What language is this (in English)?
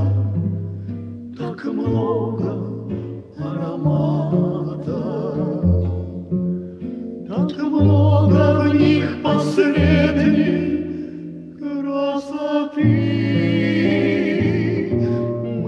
Russian